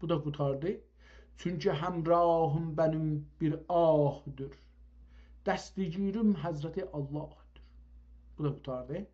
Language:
South Azerbaijani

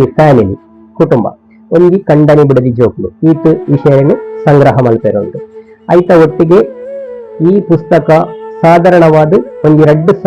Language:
Tulu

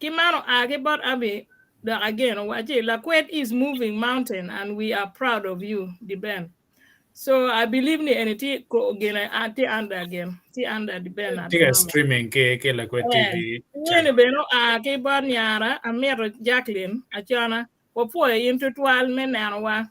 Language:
Acoli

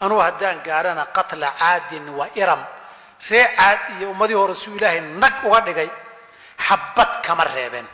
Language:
Somali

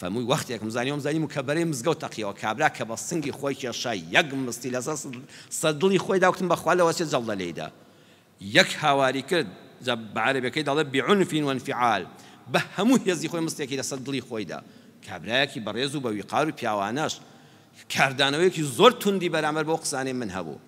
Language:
Central Kurdish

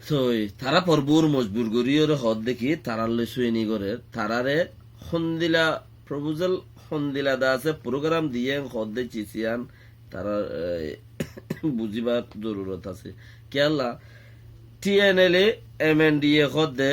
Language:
Rohingya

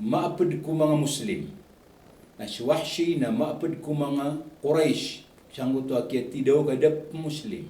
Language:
Maranao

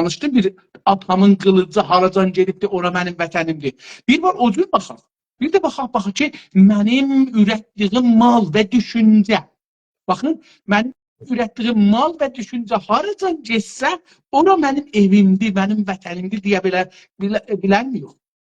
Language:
South Azerbaijani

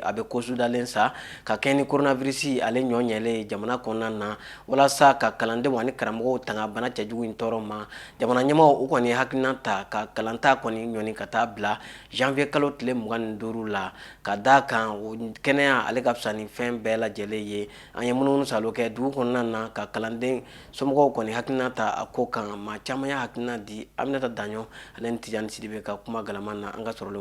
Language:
Bambara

